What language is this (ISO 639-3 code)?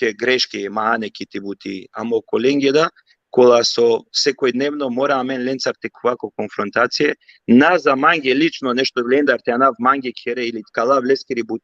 rmn